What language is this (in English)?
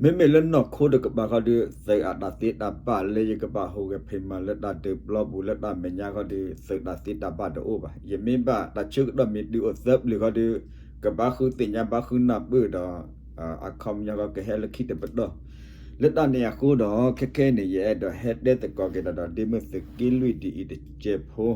S'gaw Karen